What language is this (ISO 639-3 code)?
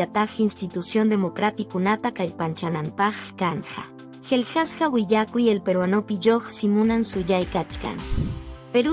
que